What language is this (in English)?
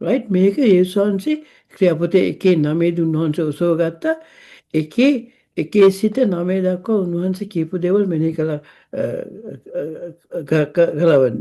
Sinhala